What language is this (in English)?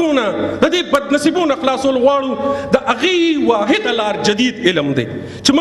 Pashto